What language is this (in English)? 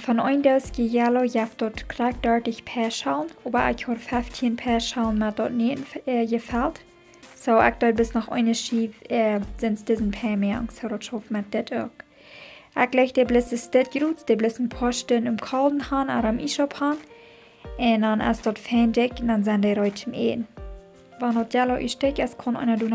Plautdietsch